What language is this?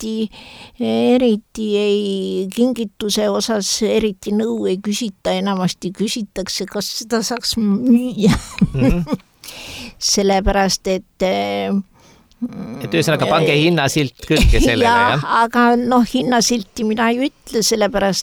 Estonian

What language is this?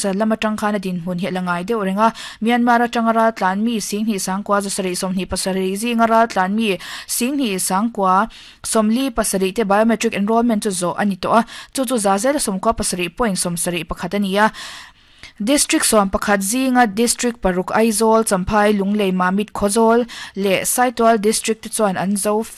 Mizo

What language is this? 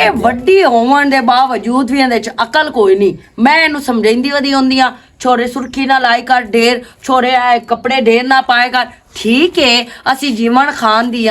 Western Panjabi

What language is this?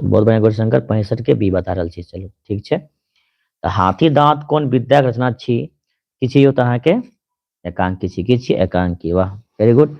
Maithili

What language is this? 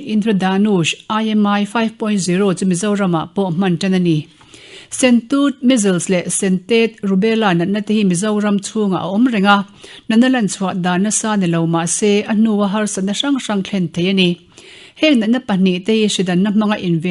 Mizo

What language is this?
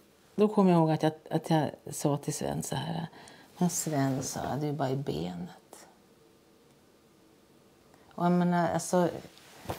Swedish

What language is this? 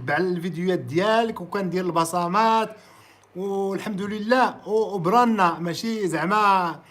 Moroccan Arabic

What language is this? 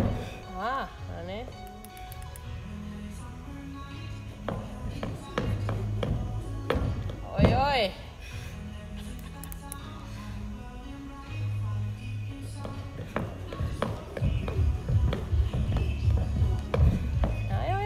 Finnish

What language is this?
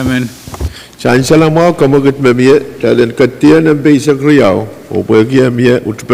Pohnpeian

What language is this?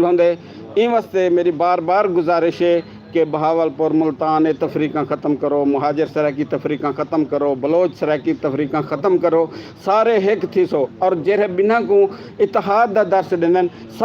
Saraiki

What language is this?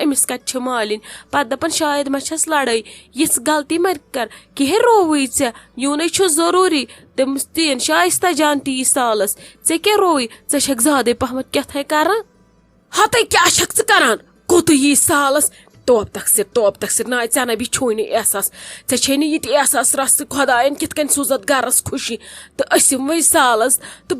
Kashmiri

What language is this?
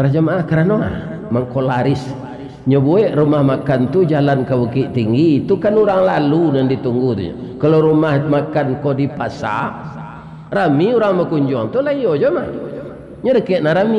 Minangkabau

